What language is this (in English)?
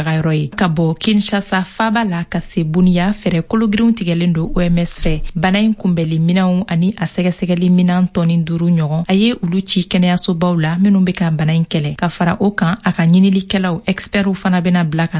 Bambara